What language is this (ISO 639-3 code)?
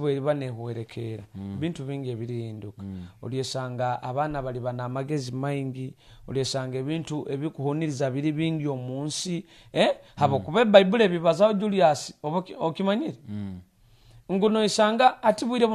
nyo